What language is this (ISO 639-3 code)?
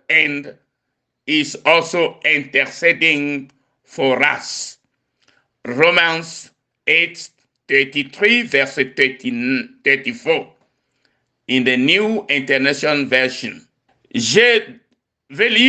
ewe